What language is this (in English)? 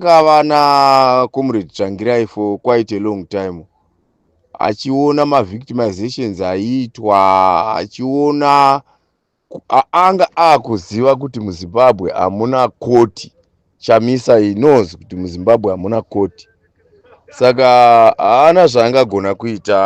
Shona